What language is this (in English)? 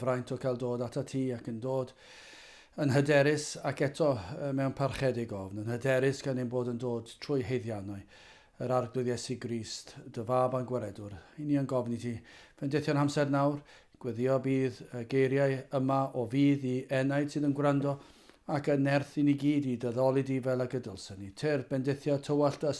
Welsh